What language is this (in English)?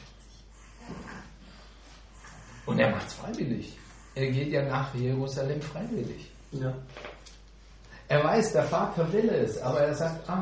German